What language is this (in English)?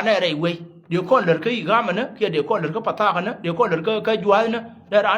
Nuer